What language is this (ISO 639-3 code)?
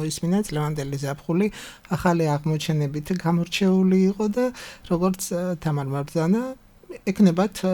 kat